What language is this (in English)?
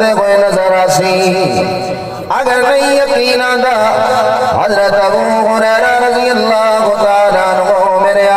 Saraiki